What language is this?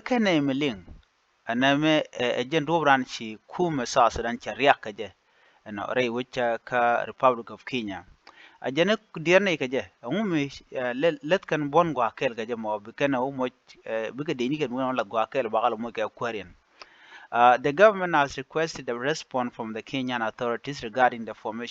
Nuer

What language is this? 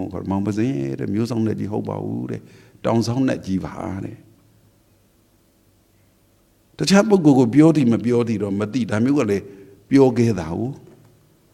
Burmese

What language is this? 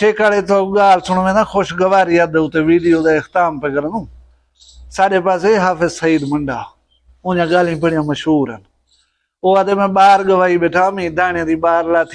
Saraiki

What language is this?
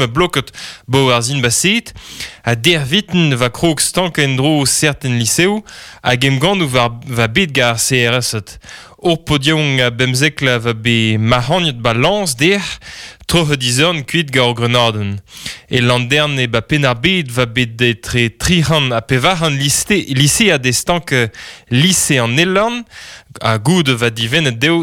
Breton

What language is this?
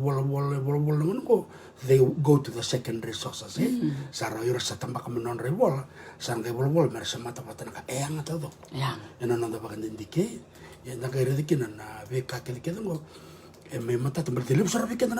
Fijian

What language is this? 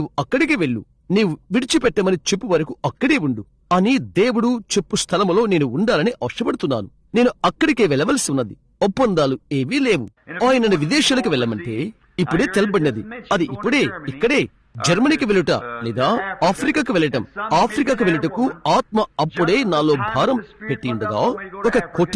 Telugu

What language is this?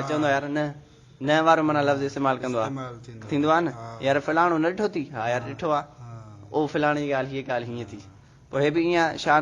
Sindhi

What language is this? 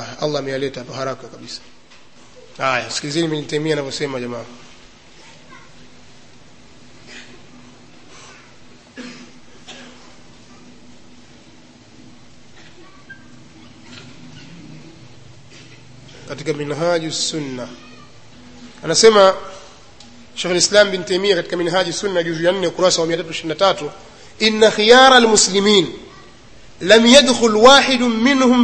Swahili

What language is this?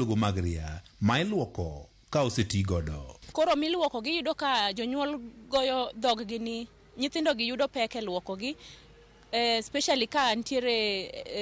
Luo (Kenya and Tanzania)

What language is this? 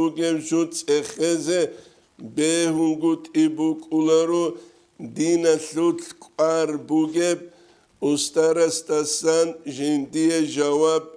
Avaric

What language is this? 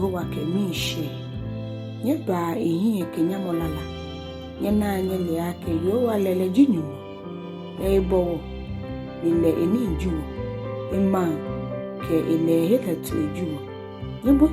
Ga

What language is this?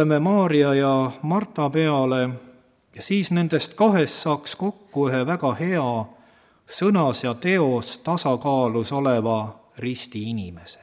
Estonian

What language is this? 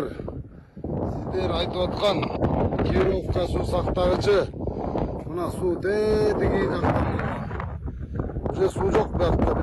Kyrgyz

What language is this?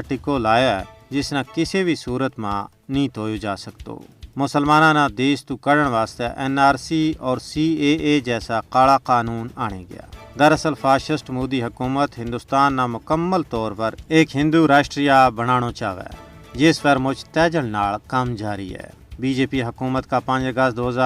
Gujari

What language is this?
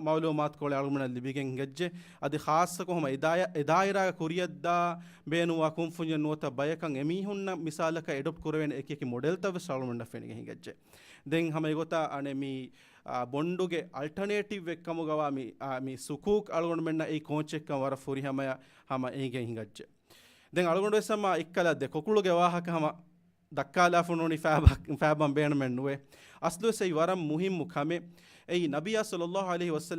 Divehi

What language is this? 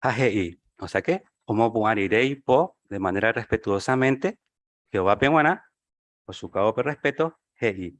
Guarani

